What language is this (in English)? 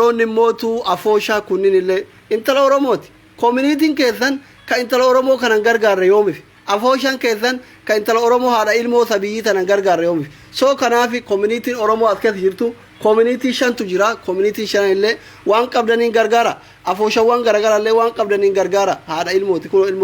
Oromo